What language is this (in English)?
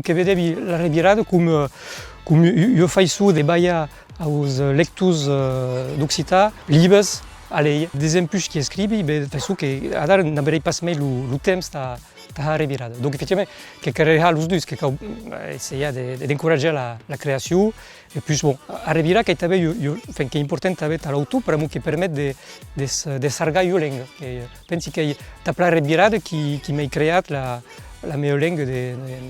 Occitan